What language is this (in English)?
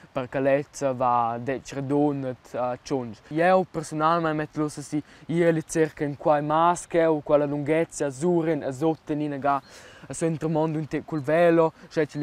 Romansh